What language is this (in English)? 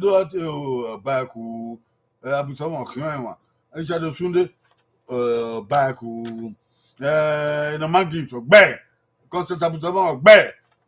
Bini